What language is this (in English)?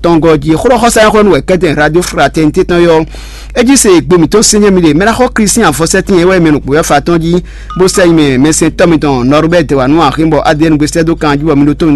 Fon